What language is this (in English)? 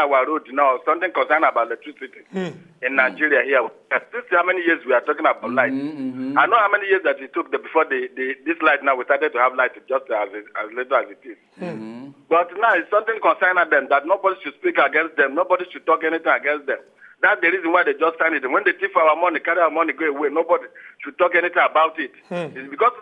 Nigerian Pidgin